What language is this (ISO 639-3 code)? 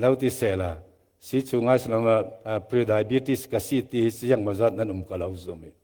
cfm